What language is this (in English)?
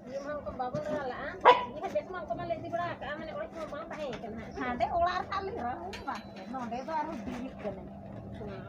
Santali